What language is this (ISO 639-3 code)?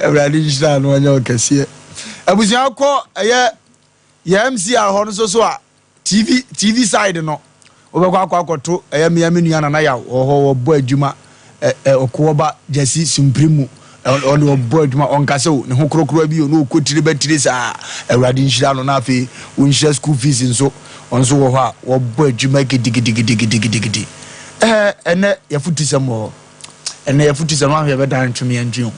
aka